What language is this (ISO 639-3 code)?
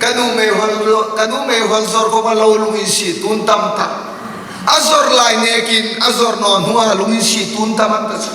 hmr